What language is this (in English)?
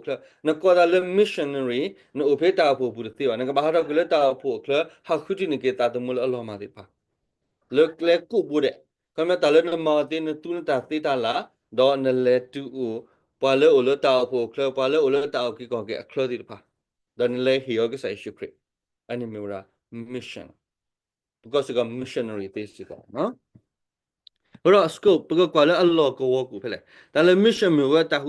S'gaw Karen